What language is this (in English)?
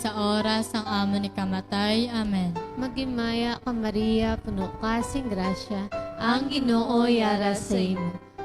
Hiligaynon